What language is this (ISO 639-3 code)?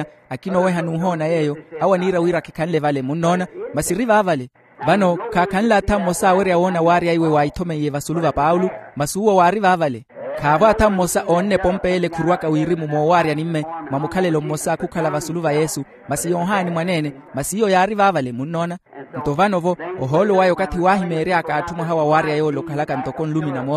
vmw